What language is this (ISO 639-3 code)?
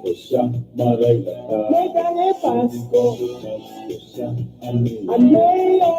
bik